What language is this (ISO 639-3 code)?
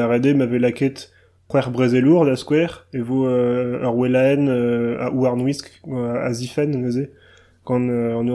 bre